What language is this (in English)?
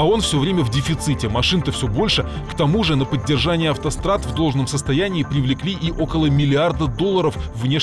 Russian